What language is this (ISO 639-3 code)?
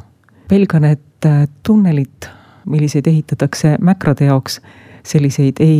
est